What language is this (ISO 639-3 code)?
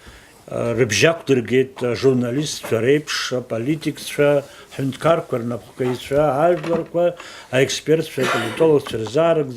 abk